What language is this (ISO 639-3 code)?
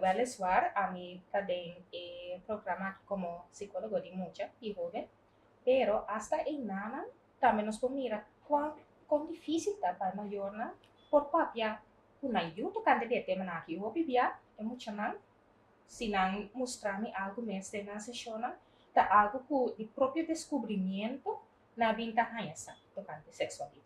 pap